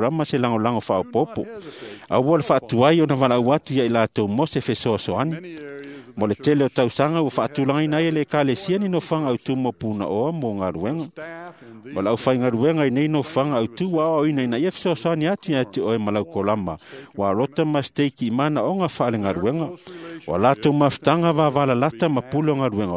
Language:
Samoan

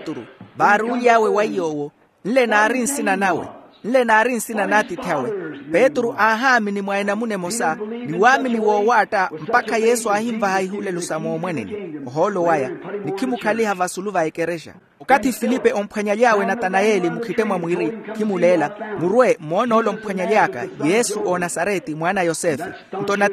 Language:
Makhuwa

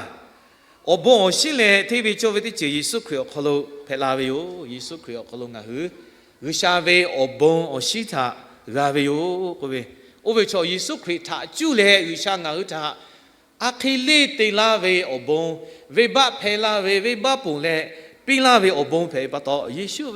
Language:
Lahu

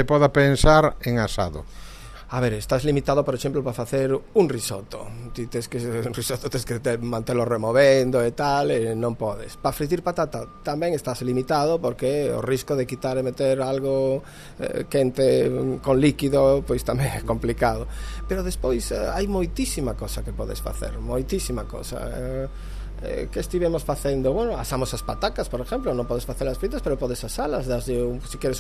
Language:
Galician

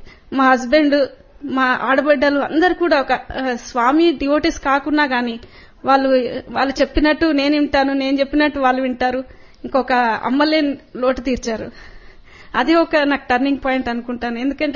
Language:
Telugu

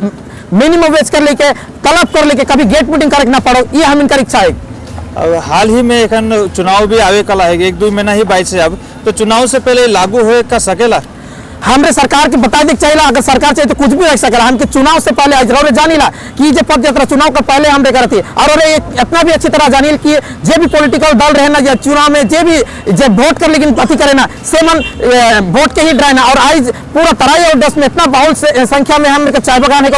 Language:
Sadri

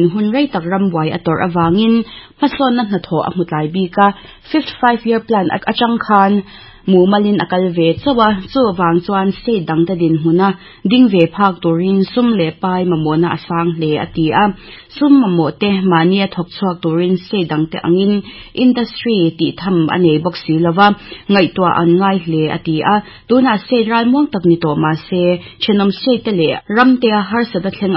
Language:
Mizo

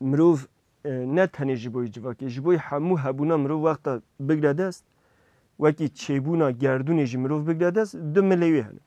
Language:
Kurdish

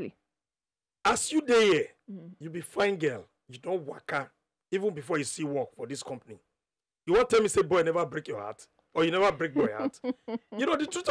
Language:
Nigerian Pidgin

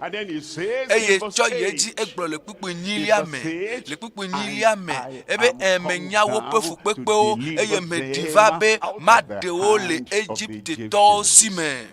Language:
Ewe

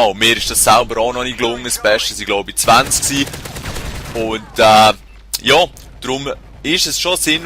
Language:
Swiss German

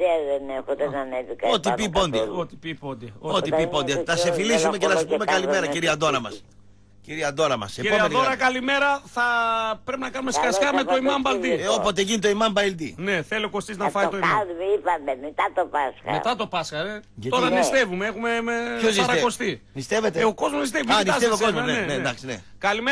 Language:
Greek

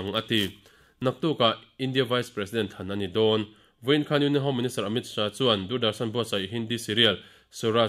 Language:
Mizo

